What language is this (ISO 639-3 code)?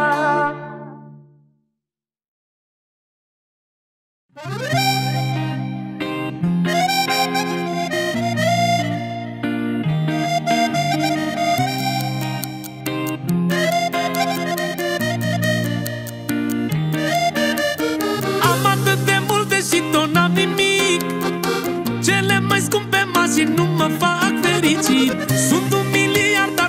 ron